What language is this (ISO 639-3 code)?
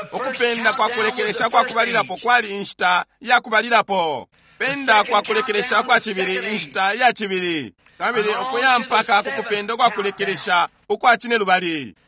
bem